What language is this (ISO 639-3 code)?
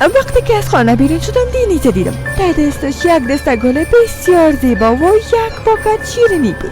fas